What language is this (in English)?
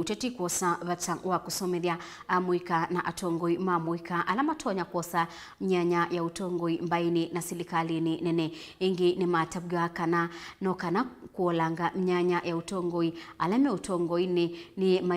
Kamba